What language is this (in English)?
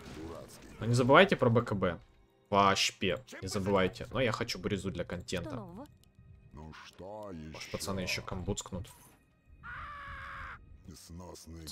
Russian